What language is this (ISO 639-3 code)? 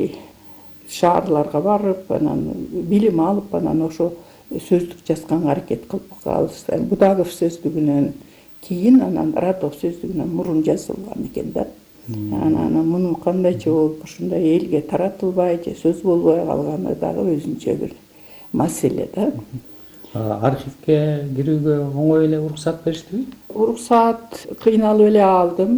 kir